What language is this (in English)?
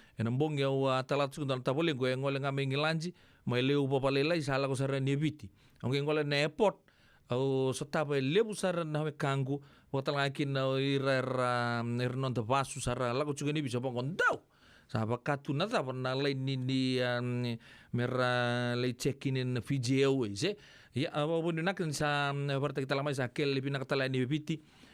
Fijian